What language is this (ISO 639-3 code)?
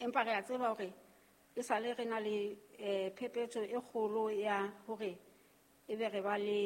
sot